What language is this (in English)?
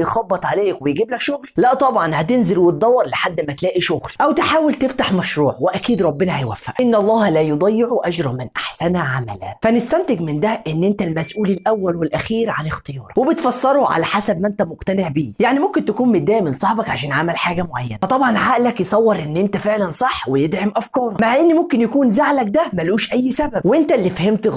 Egyptian Arabic